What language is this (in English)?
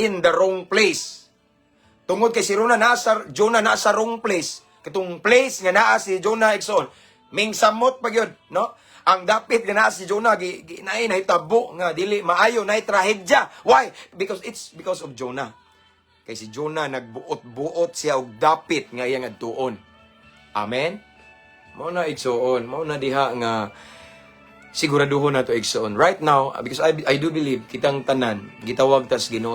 Cebuano